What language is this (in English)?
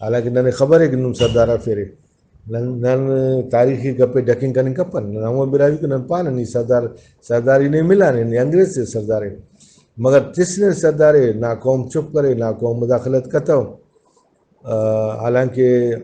Brahui